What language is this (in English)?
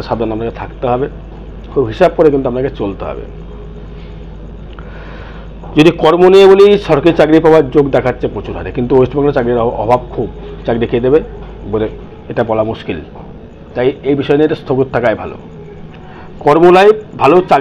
Bangla